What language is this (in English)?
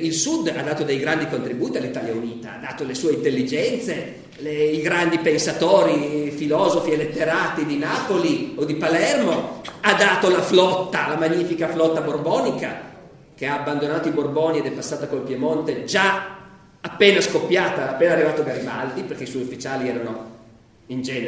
Italian